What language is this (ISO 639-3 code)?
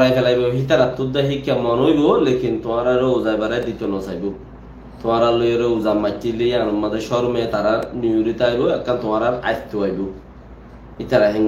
rhg